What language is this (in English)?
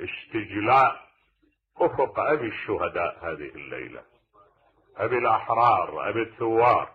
Mesopotamian Arabic